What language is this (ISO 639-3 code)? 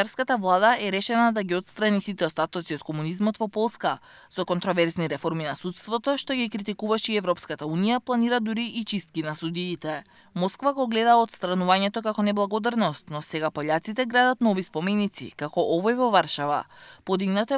mkd